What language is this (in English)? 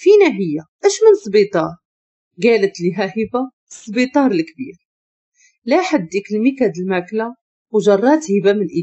Moroccan Arabic